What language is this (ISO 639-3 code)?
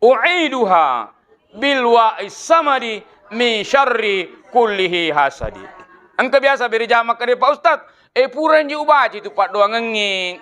bug